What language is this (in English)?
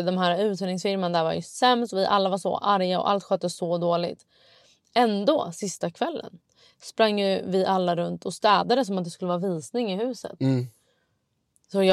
Swedish